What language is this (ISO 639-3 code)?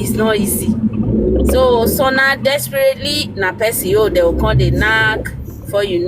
pcm